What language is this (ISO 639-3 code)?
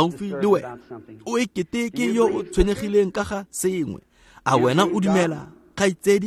tsn